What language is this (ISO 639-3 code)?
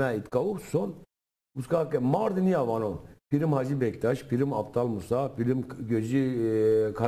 zza